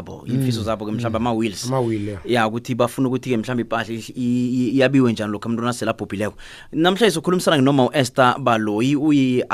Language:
South Ndebele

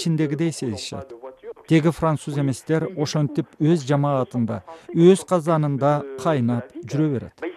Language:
Kyrgyz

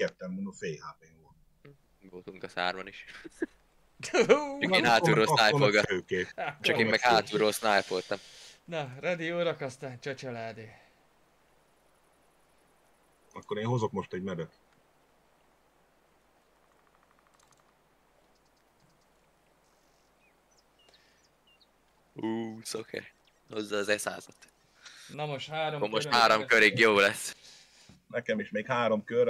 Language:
Hungarian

